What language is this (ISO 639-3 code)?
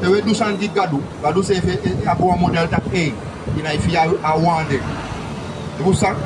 srn